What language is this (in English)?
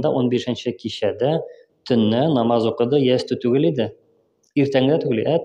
Tatar